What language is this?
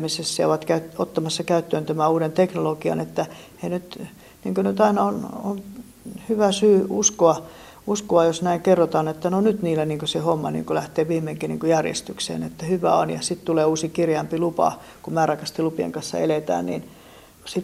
Finnish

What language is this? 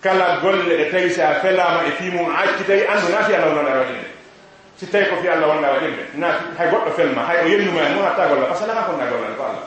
Fula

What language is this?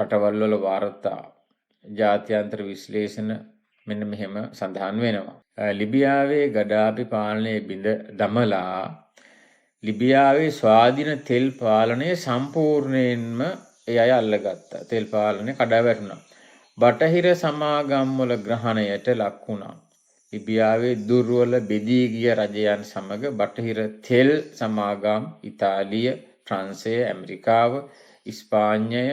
Sinhala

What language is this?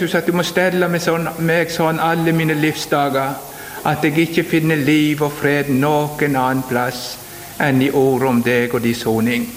Norwegian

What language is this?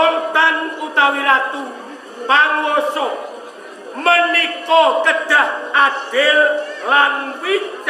Javanese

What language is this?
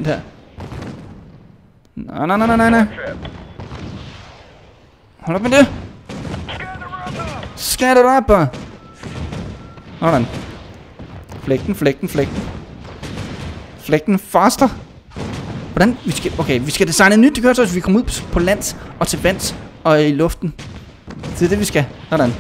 Danish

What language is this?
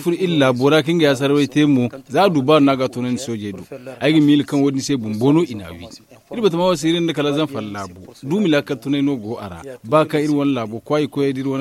Zarma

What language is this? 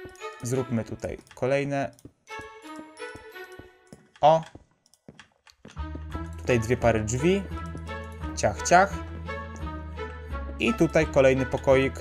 Polish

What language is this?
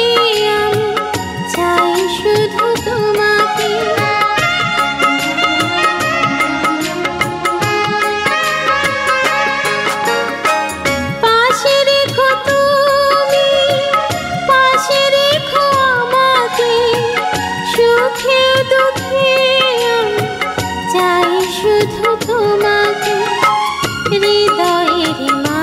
Bangla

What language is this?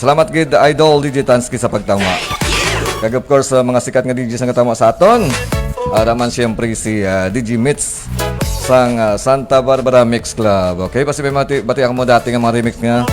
Hiligaynon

